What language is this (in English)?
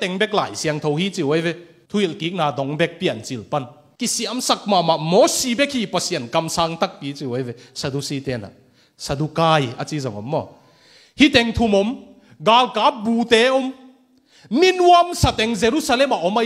Tedim Chin